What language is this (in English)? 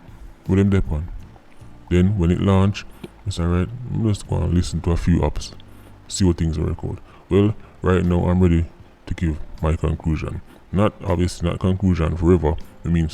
Jamaican Creole English